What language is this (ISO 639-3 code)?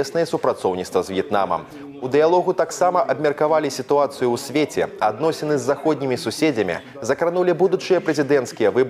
bel